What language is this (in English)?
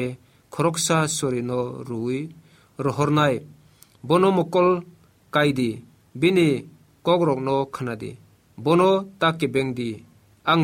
Kok Borok